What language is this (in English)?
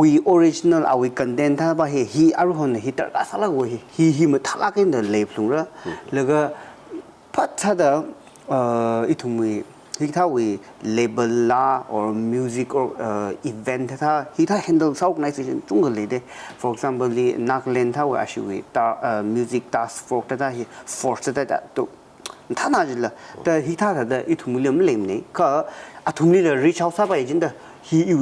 Tangkhul Naga (India)